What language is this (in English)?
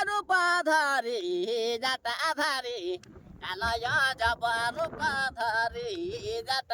Sadri